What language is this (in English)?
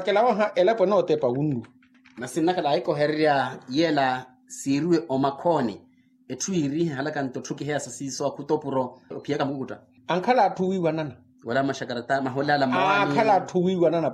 Makhuwa